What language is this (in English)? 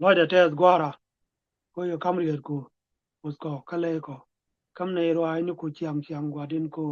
Nuer